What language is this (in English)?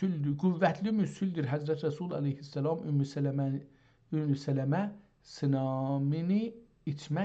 South Azerbaijani